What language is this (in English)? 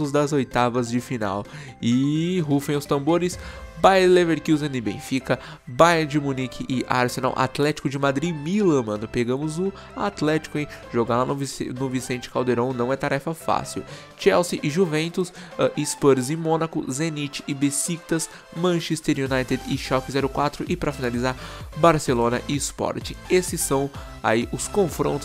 Portuguese